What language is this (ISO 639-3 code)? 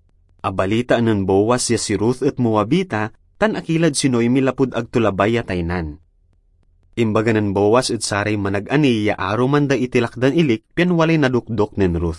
pag